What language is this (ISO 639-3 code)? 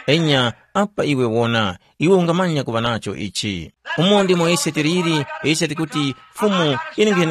tum